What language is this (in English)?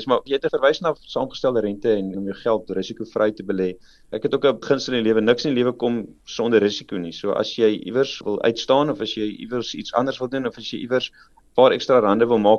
Afrikaans